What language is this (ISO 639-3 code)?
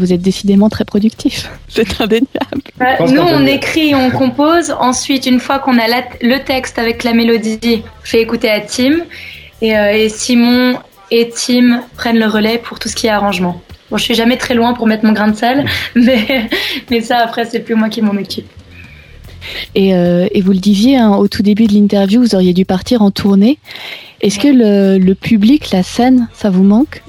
fra